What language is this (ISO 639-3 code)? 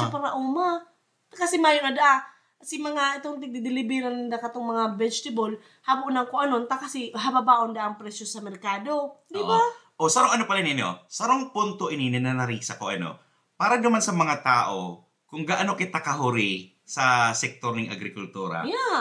bik